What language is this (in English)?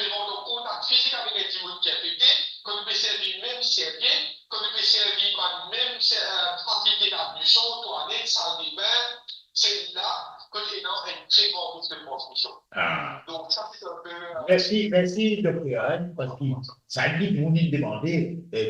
Morisyen